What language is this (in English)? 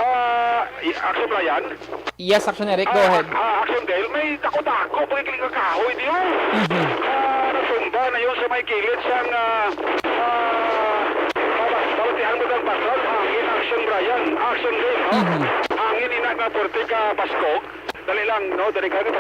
Hiligaynon